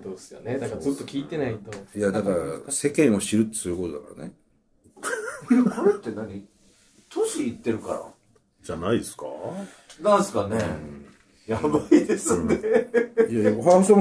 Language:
Japanese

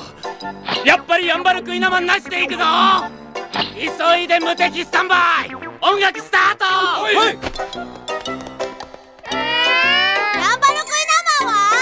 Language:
Japanese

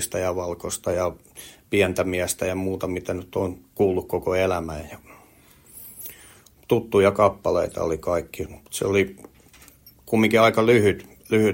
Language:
Finnish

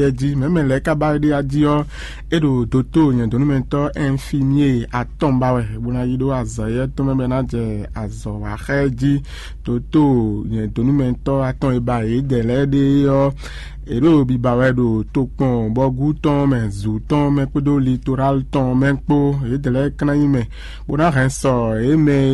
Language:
Fon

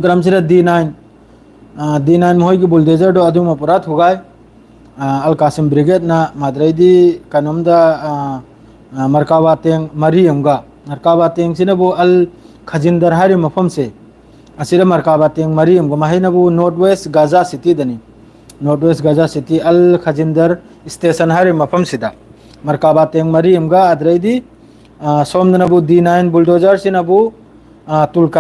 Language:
Manipuri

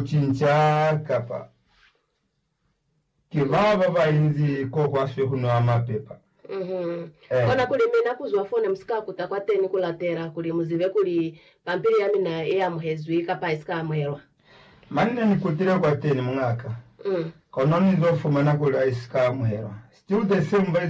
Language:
Lozi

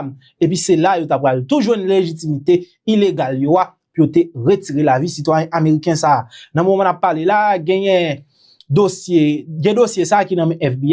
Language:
Haitian Creole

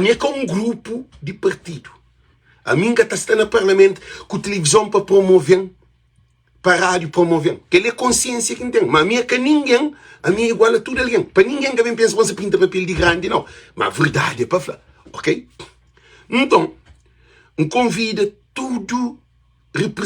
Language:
Kabuverdianu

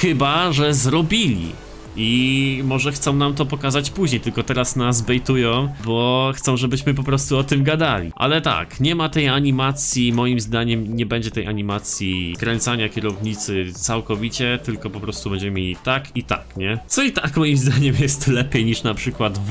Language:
Polish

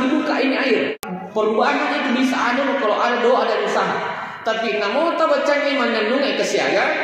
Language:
Buginese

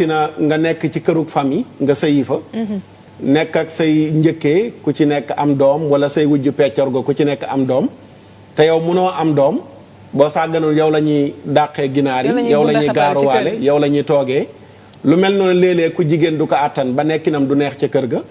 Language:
Wolof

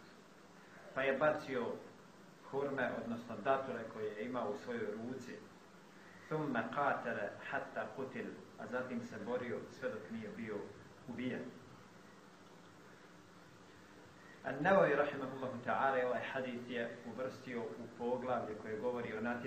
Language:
Bosnian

